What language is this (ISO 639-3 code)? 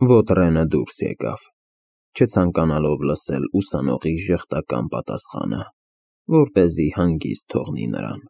hye